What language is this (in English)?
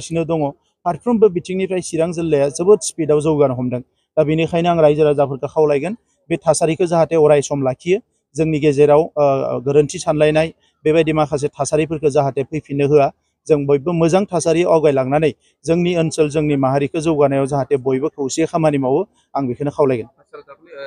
Bodo